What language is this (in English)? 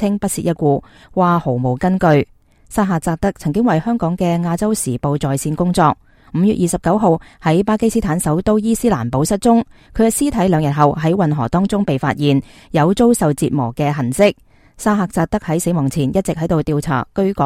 Cantonese